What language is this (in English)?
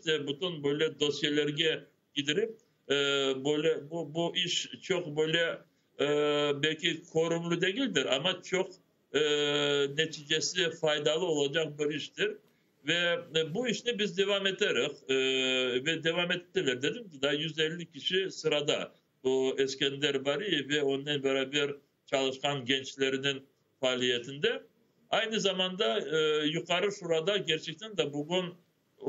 Crimean Tatar